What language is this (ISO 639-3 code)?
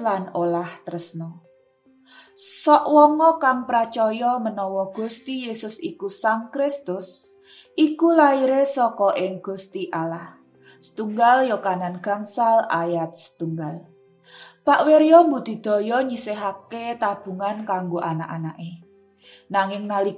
jav